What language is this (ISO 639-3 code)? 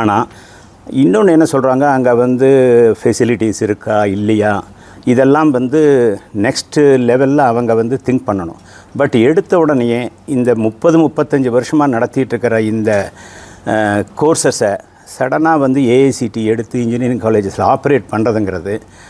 tam